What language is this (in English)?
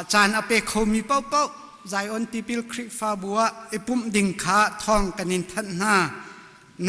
Hakha Chin